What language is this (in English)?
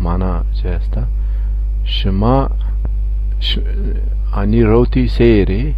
Zaza